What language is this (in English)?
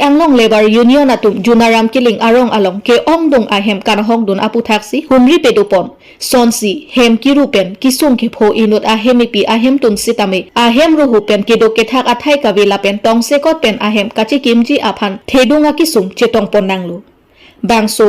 Karbi